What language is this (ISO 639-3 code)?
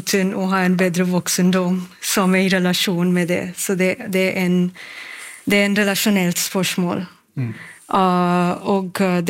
nor